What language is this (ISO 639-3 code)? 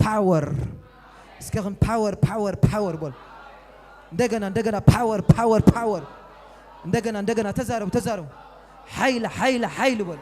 tir